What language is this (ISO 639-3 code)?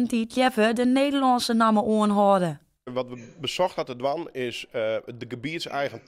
fry